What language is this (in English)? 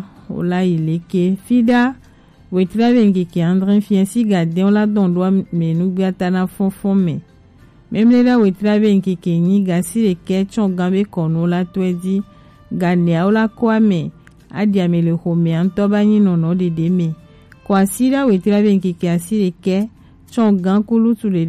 Gen